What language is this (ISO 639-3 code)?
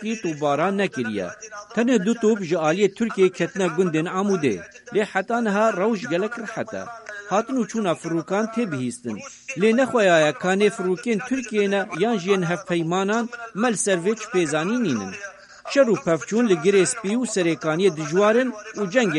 kur